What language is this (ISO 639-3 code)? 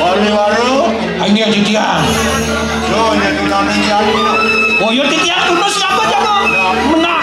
ban